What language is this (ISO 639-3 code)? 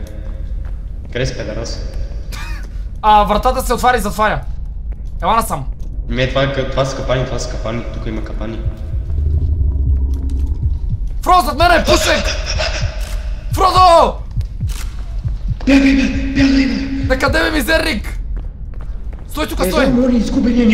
bul